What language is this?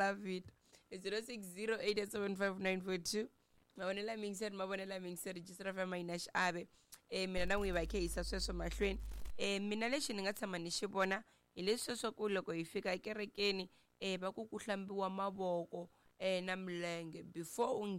Tsonga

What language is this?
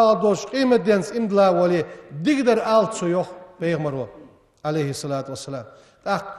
Ingush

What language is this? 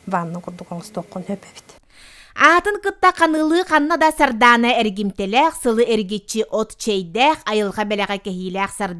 Yakut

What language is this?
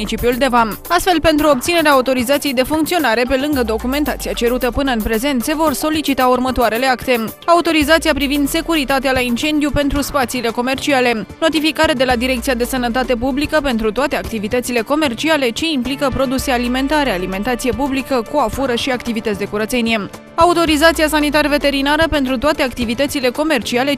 Romanian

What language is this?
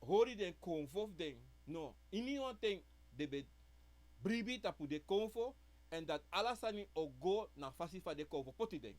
Sranan Tongo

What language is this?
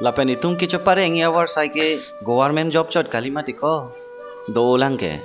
Karbi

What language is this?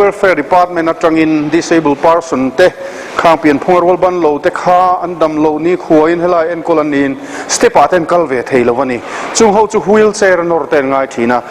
Mizo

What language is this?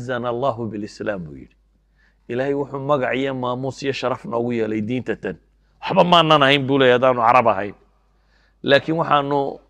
Somali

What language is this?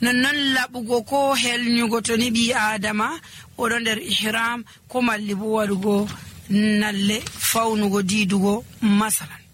Nigerian Fulfulde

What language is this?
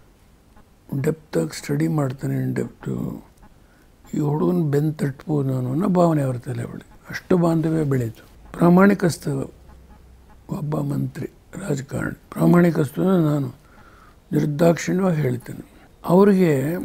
Kannada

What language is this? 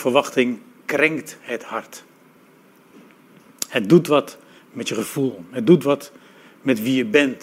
Dutch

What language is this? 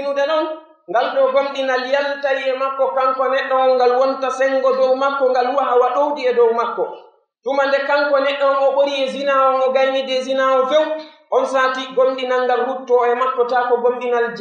Pular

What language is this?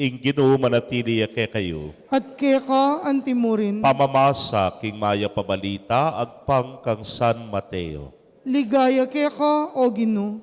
Pampanga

